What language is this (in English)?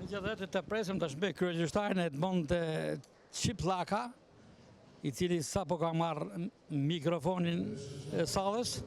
Albanian